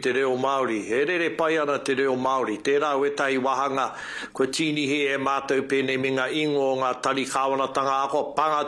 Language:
Māori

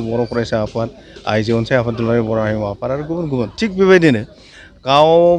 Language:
Bodo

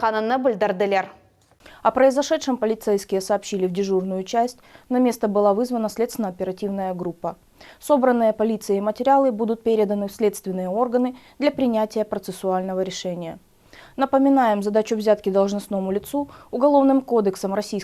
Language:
Crimean Tatar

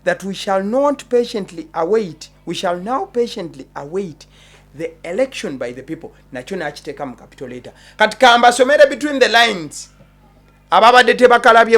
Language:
Ganda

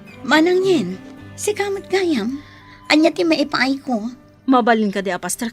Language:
Iloko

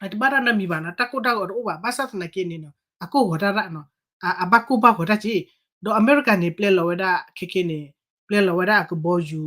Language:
S'gaw Karen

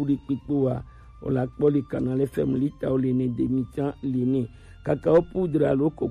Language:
Gen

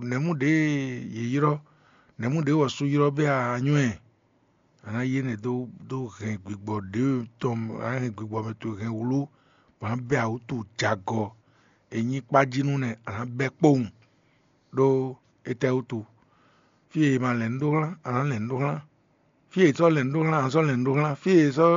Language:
Fon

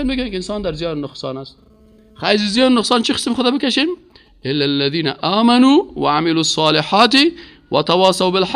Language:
Persian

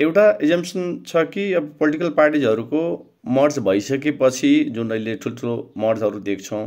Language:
Nepali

